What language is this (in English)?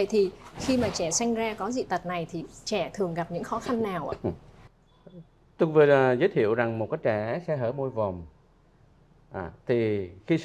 Vietnamese